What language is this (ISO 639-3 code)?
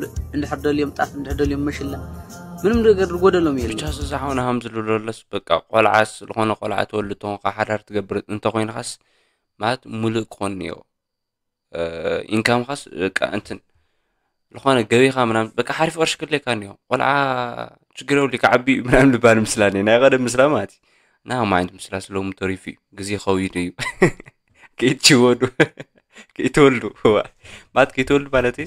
tir